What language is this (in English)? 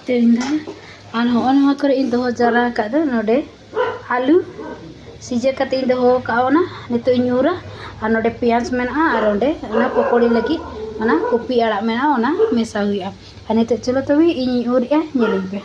Santali